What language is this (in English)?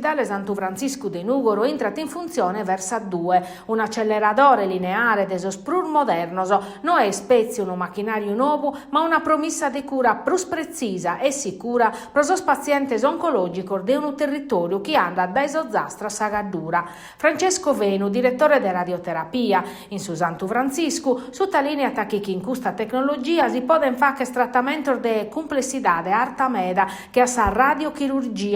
Sardinian